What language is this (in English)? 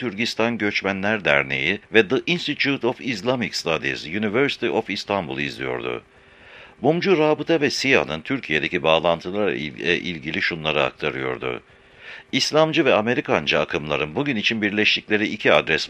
Turkish